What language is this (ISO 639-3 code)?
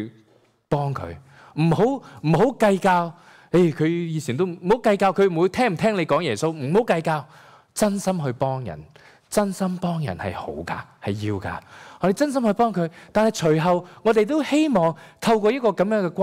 yue